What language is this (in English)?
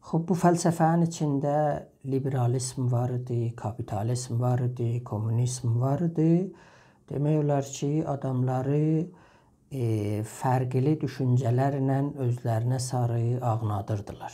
South Azerbaijani